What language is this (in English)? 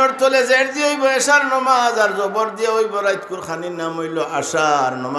Sylheti